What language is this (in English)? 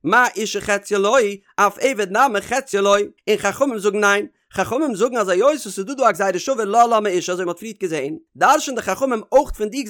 Yiddish